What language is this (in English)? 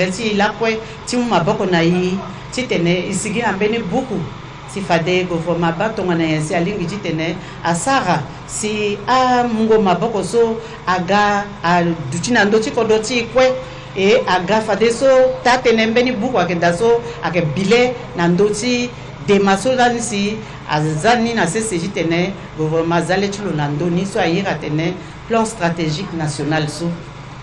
Sango